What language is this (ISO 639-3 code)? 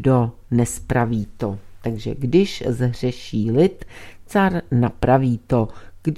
ces